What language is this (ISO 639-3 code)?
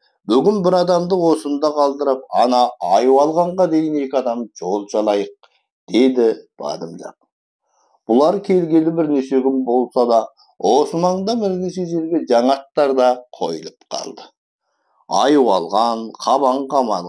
kaz